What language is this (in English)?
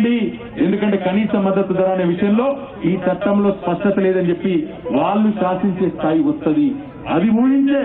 Telugu